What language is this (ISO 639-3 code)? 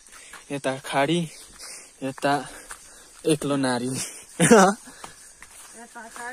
nep